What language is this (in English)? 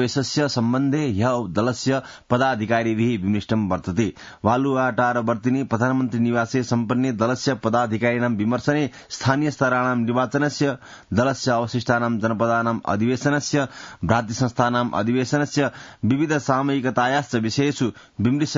Sanskrit